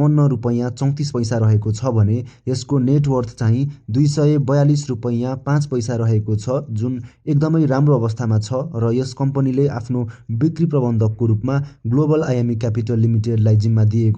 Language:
Nepali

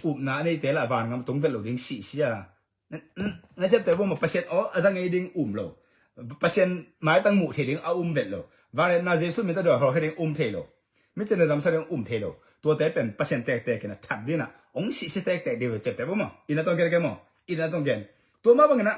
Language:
Tedim Chin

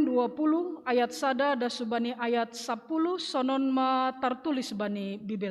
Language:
Batak Simalungun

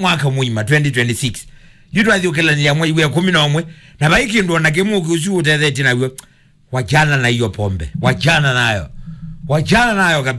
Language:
Kamba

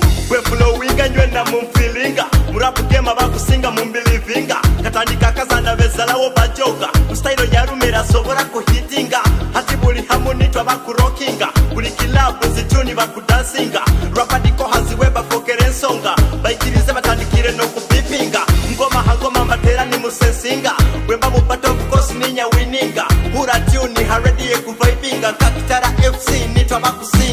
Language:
Nyoro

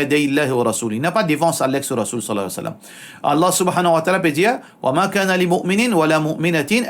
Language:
Morisyen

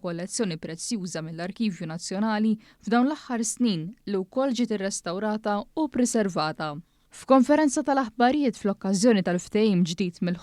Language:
Maltese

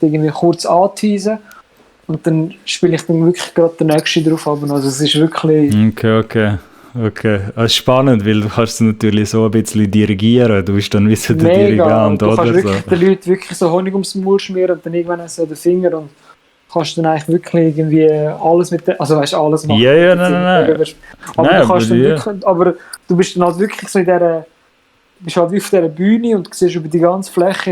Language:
Swiss German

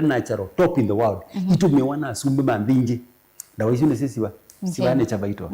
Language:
Kamba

